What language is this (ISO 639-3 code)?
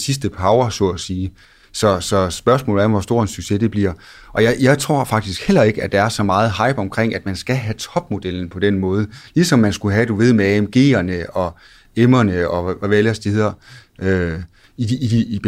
dan